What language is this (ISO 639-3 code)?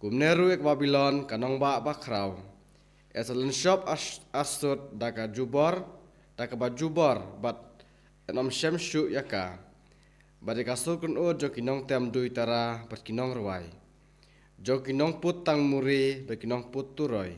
kha